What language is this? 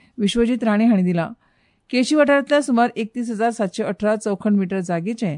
Konkani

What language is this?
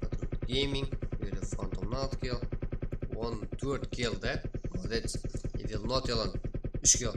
Kara-Kalpak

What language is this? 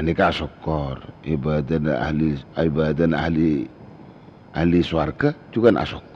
Madurese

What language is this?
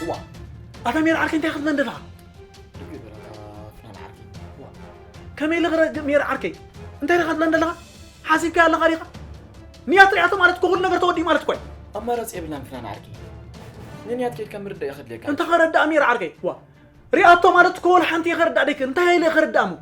Tigrinya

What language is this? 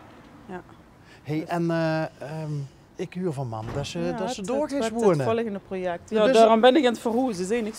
Limburgish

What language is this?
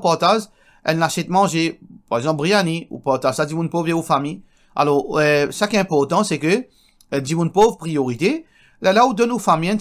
Morisyen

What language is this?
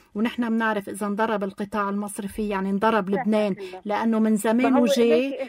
North Levantine Arabic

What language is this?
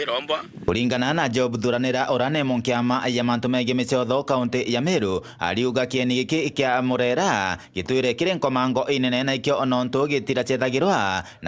Meru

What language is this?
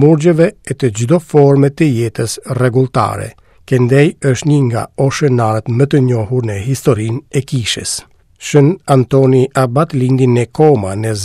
Albanian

